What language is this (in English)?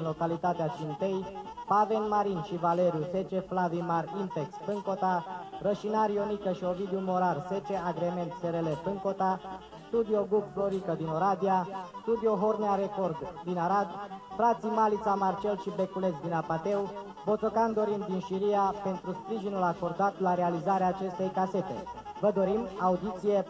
Romanian